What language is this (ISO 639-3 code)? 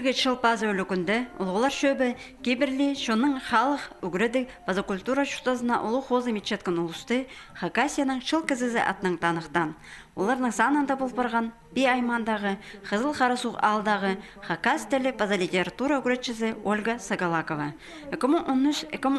kjh